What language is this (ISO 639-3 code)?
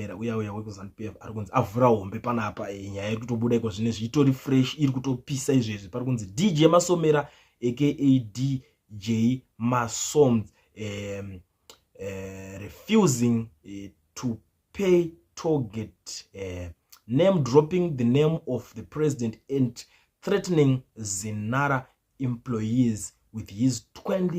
sna